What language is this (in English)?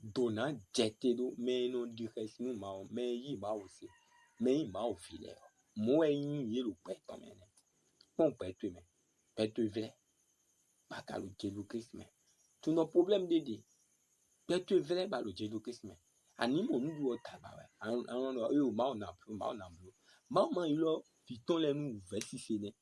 Fon